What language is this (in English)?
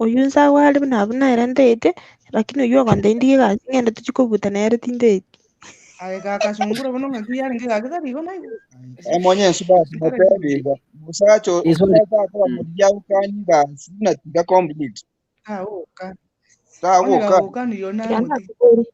Gusii